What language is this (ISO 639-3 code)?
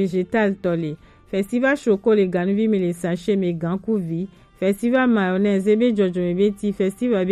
gej